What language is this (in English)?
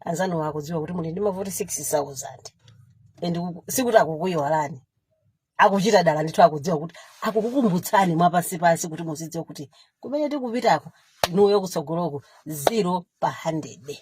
Nyanja